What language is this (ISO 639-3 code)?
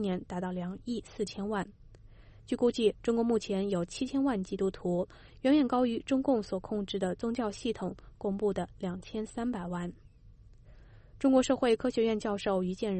zho